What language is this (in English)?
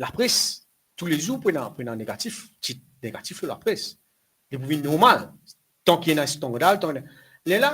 Morisyen